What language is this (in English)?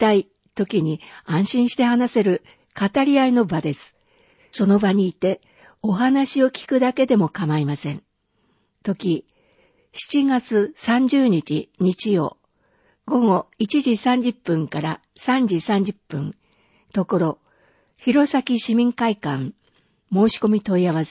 Japanese